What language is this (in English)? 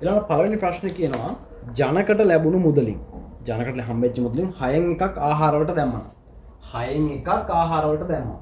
Sinhala